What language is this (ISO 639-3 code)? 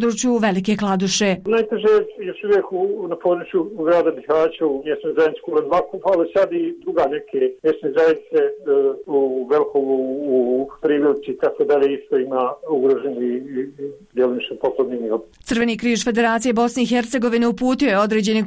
bos